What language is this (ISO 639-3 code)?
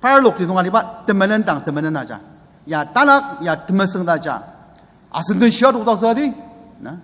njo